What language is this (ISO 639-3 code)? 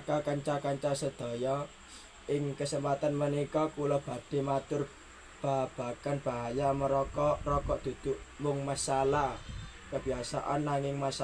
jav